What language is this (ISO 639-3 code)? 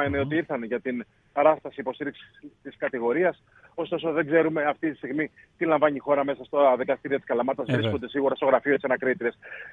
ell